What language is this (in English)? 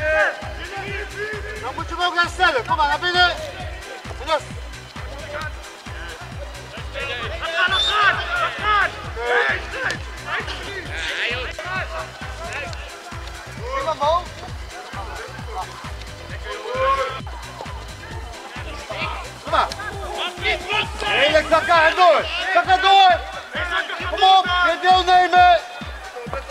Dutch